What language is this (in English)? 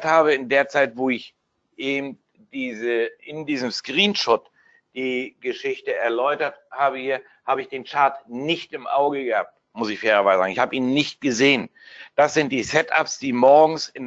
German